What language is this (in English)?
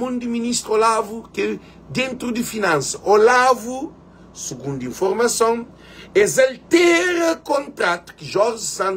Kabuverdianu